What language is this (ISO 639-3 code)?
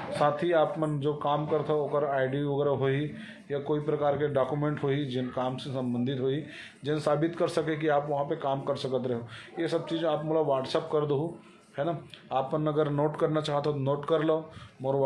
hne